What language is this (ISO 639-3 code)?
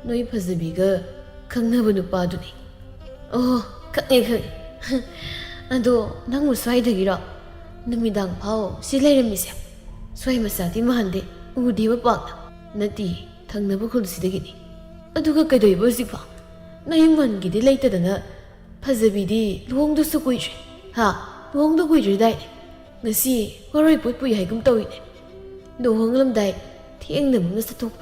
mni